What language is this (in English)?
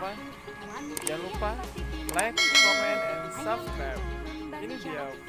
Banjar